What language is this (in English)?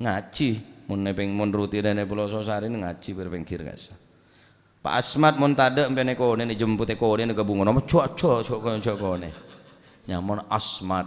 Madurese